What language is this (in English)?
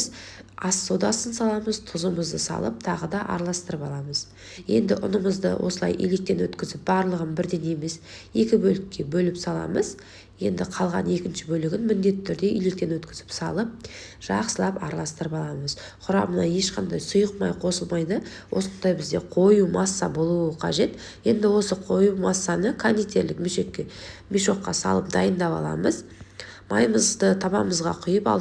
Kazakh